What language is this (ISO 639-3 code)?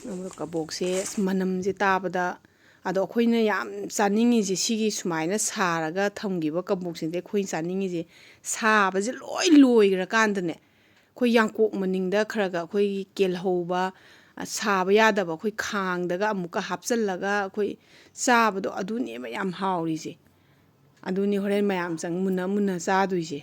mni